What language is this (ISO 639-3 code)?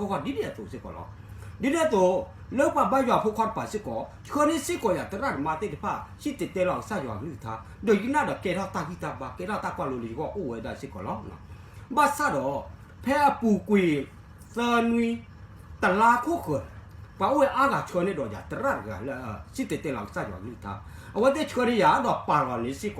ksw